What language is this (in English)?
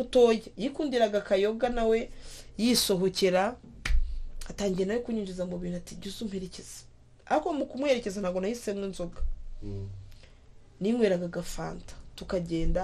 Kinyarwanda